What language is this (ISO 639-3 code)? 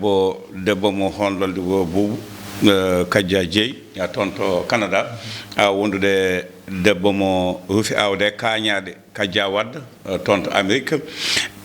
ful